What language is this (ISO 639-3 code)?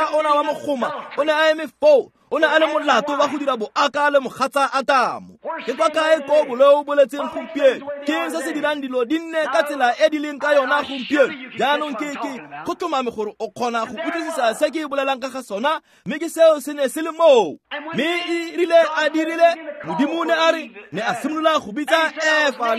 tsn